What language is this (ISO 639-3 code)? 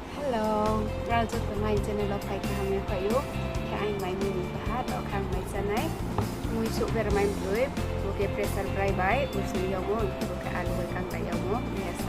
ria